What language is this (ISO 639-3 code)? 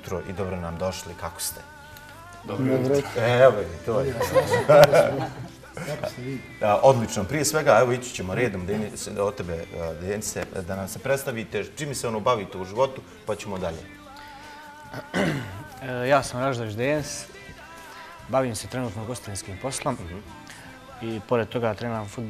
bos